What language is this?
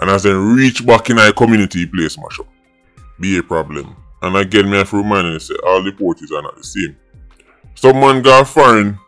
Jamaican Creole English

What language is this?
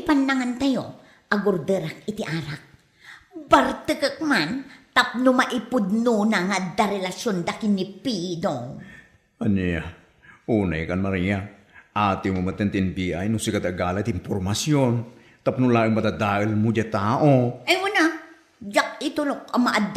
Iloko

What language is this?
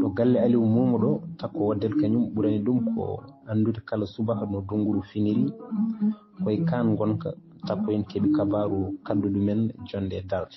Fula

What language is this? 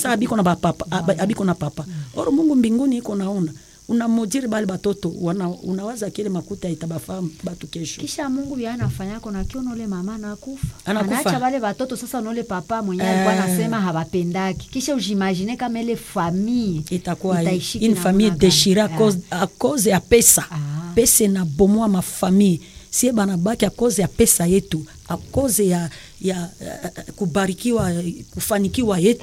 Swahili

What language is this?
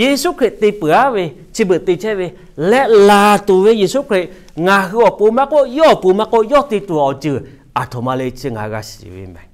Lahu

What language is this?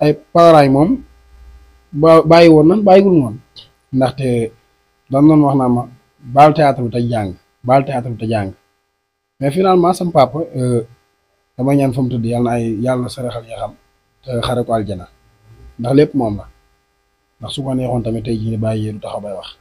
Wolof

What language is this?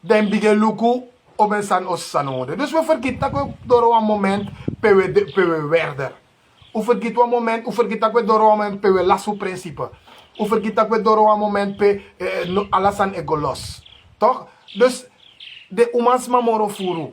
Sranan Tongo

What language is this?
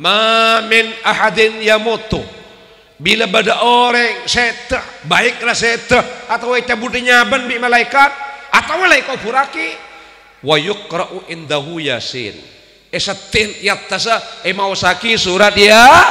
Madurese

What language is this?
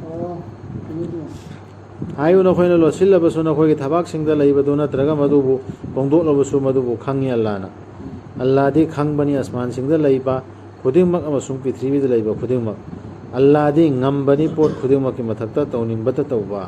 Manipuri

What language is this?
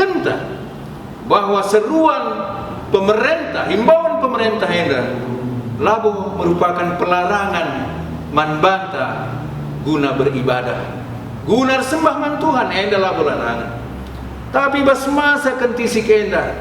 Batak Karo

